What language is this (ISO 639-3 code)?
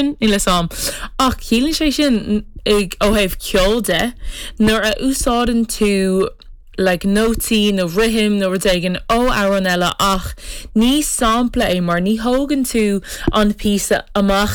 gle